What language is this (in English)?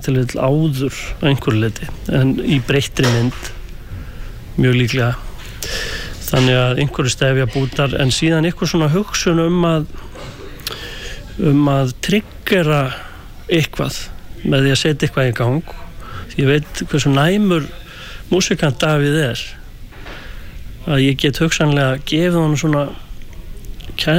Icelandic